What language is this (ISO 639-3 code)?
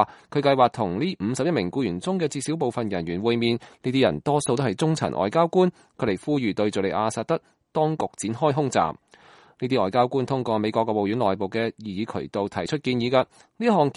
yue